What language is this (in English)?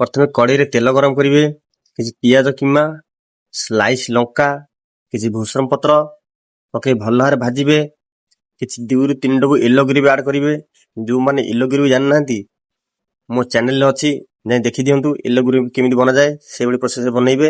Odia